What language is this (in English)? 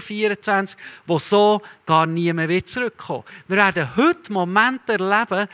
Swiss German